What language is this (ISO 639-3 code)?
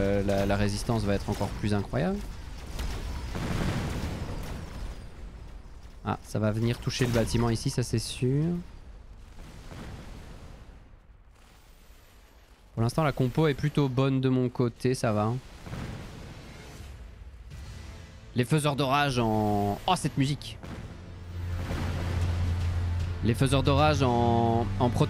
fra